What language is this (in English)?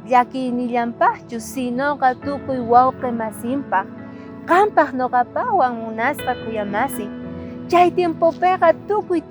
South Bolivian Quechua